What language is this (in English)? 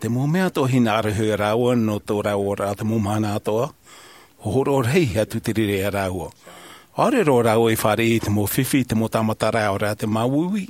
Tahitian